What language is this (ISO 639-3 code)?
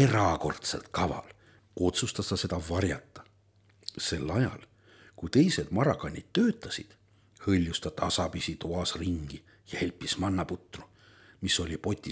est